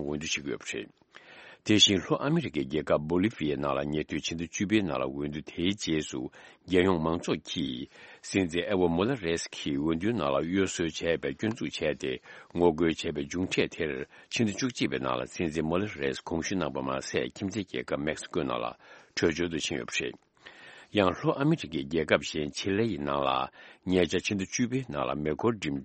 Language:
Tibetan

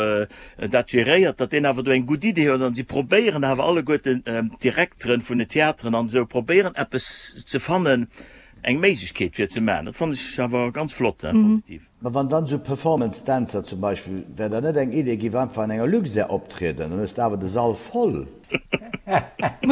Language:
Luxembourgish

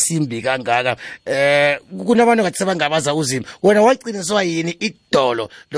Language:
South Ndebele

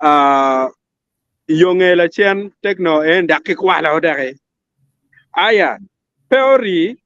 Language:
Acoli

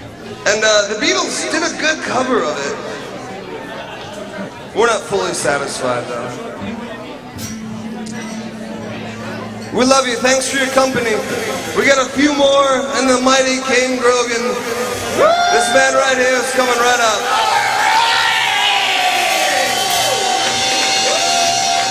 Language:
English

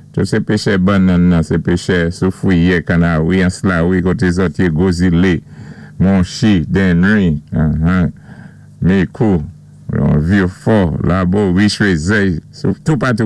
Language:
Saint Lucian Creole French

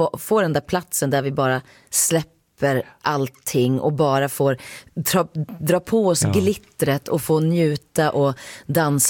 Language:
Swedish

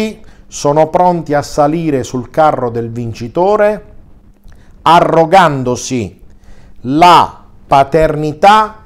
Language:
Italian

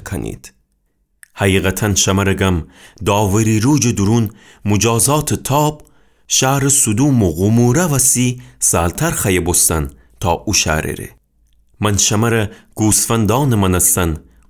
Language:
Gilaki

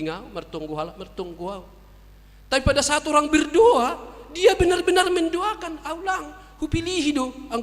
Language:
Batak Simalungun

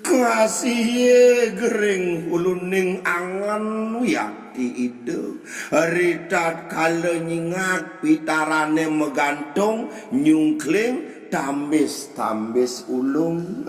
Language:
Balinese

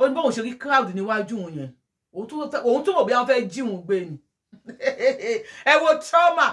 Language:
Yoruba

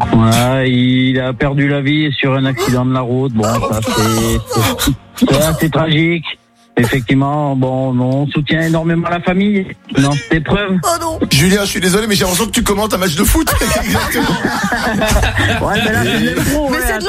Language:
French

